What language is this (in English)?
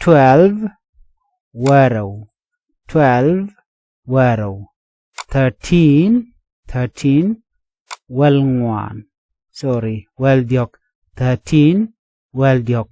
Nuer